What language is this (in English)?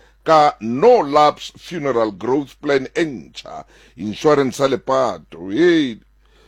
Southern Sotho